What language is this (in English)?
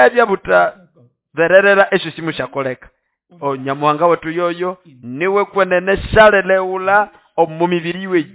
Nande